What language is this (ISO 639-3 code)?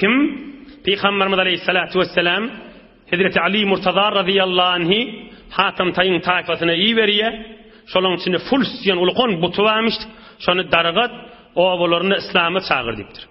tuk